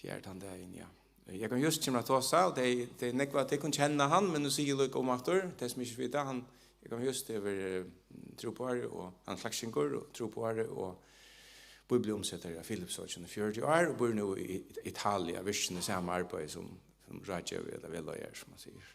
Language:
Faroese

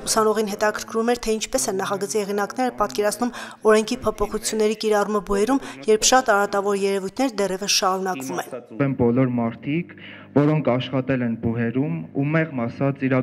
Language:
Armenian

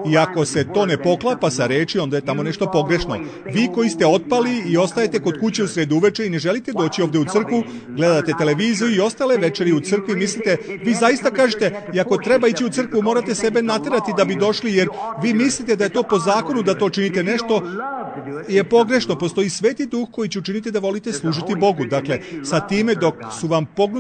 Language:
Serbian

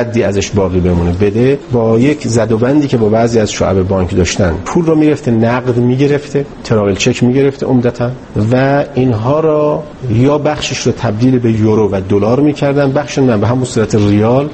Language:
Persian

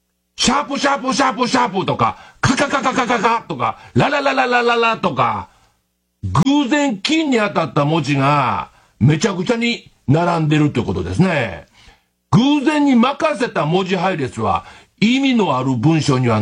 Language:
Japanese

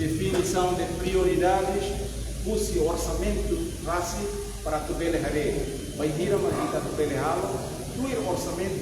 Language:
Tetum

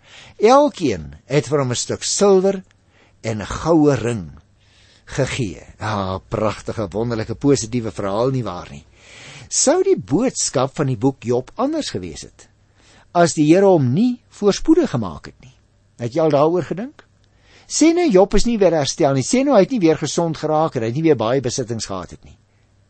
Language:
Afrikaans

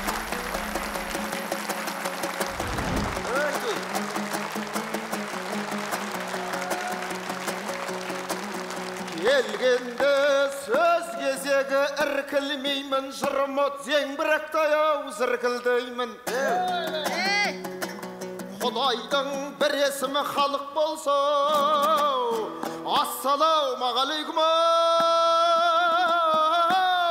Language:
Kazakh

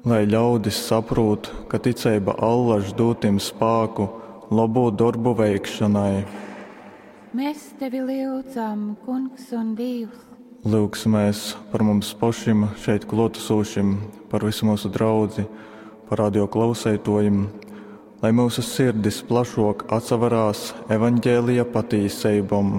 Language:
Latgalian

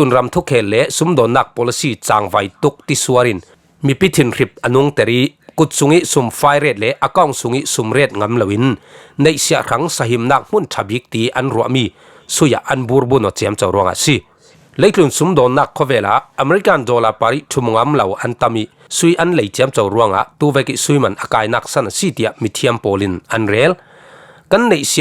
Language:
Falam Chin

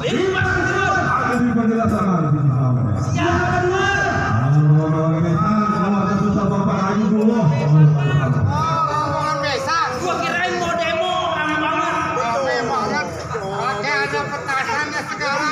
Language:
Betawi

